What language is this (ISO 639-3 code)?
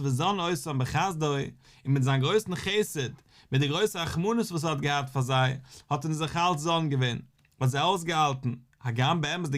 yid